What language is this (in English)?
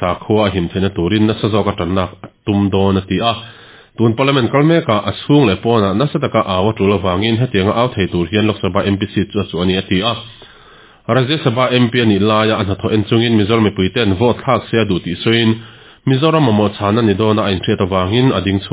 Mizo